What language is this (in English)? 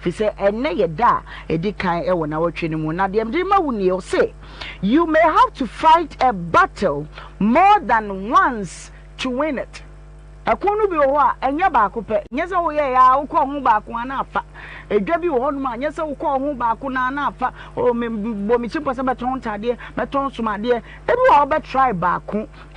Akan